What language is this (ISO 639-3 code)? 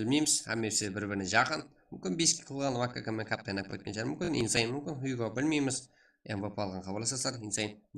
kaa